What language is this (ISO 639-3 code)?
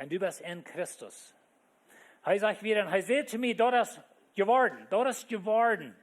pdt